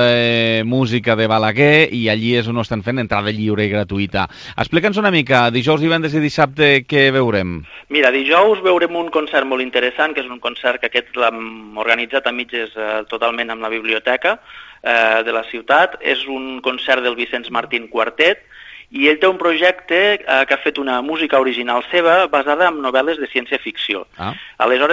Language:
Catalan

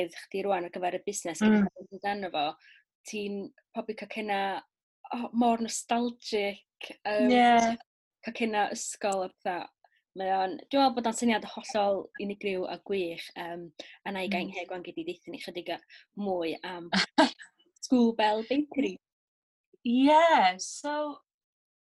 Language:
Welsh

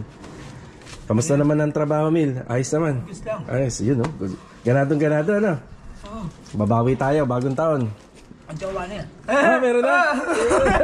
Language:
Filipino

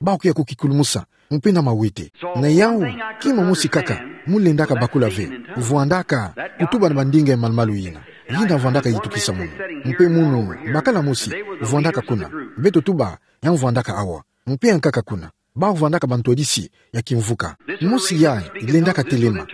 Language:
Kituba (Democratic Republic of Congo)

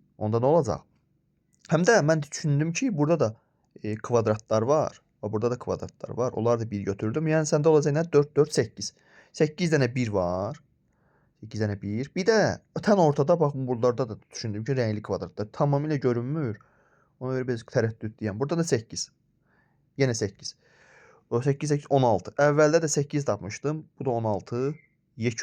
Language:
Azerbaijani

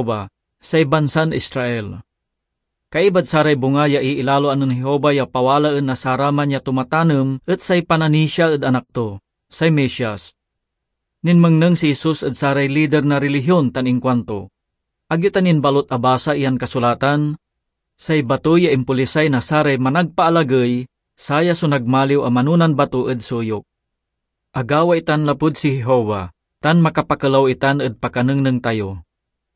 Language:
Pangasinan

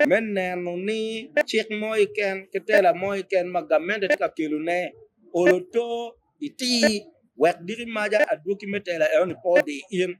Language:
Acoli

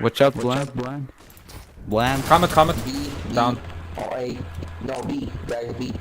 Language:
Swiss German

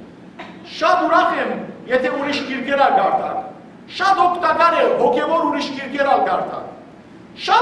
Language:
Western Armenian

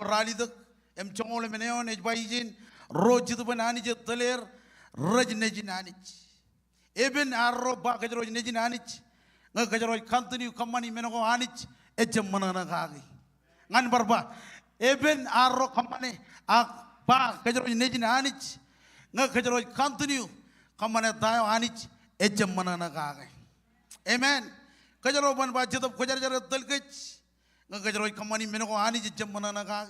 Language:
Marshallese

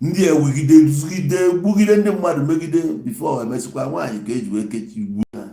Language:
Igbo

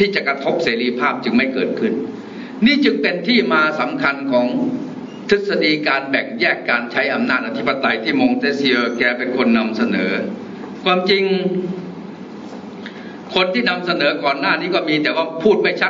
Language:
Thai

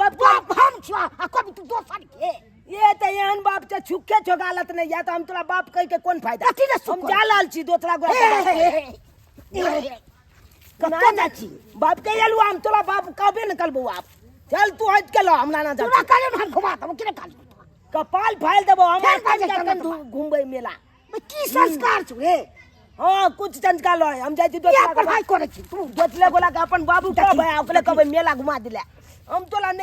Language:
Maithili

